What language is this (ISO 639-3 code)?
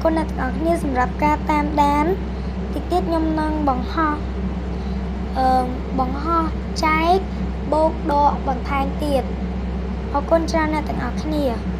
khm